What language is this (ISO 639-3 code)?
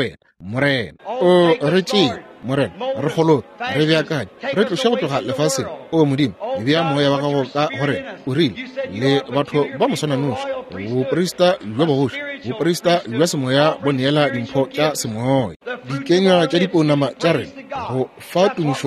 nso